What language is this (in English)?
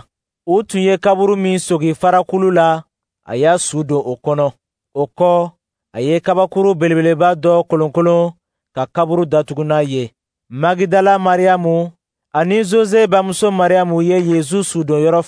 Dyula